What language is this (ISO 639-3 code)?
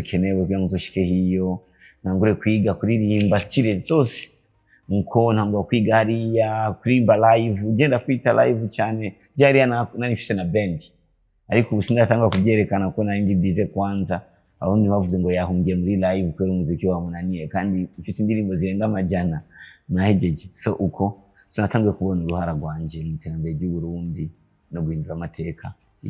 run